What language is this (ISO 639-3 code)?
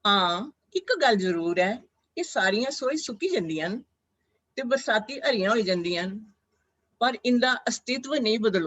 doi